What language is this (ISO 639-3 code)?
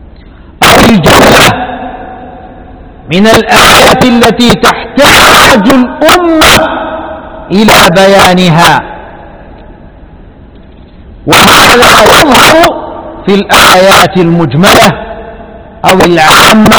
ara